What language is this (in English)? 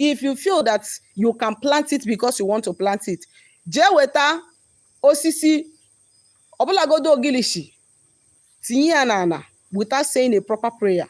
Igbo